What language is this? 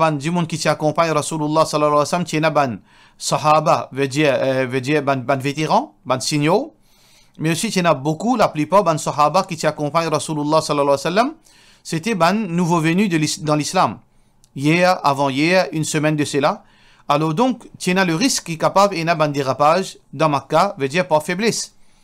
Morisyen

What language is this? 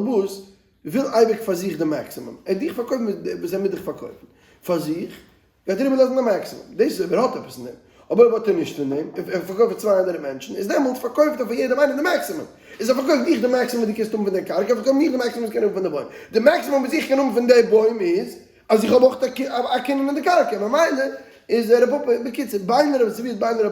Yiddish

